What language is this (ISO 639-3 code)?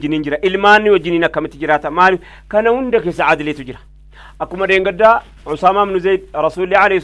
orm